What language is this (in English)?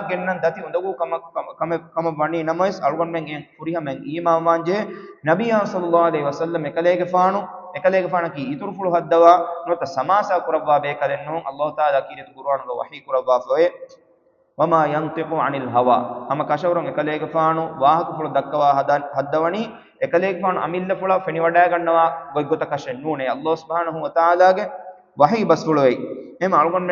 Divehi